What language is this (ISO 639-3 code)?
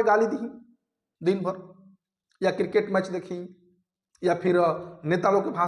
bho